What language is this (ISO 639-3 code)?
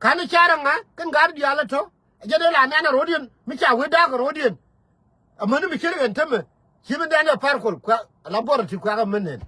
nus